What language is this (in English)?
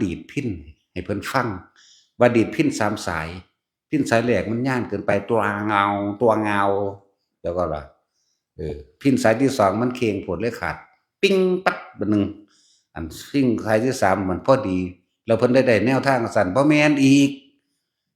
Lao